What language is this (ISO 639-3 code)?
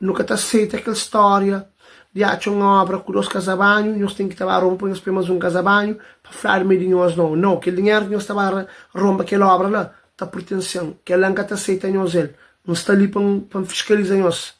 kea